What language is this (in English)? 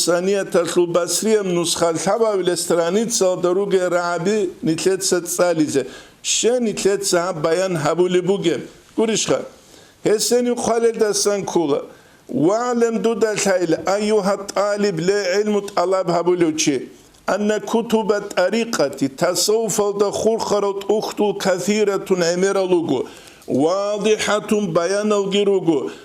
Avaric